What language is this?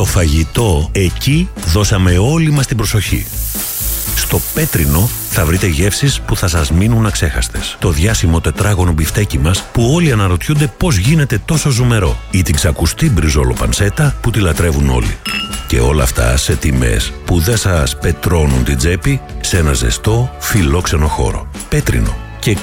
Greek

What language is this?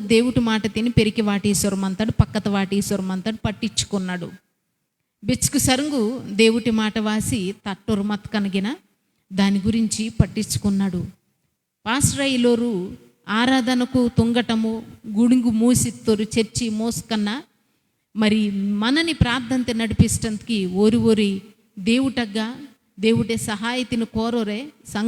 Koya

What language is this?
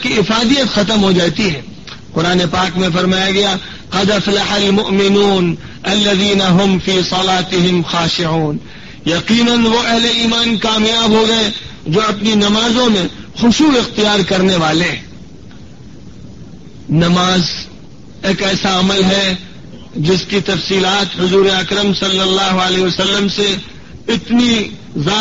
Urdu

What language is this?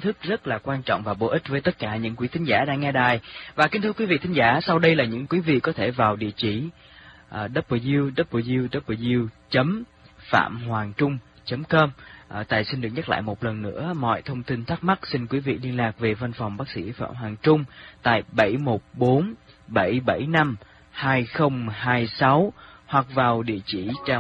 Vietnamese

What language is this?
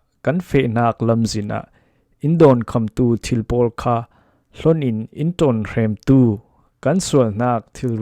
Falam Chin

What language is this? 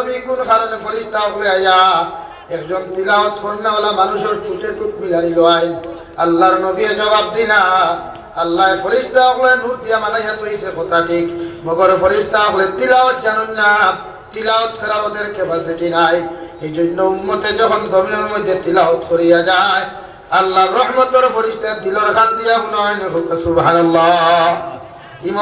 Sylheti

